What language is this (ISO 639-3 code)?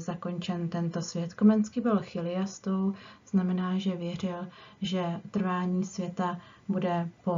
ces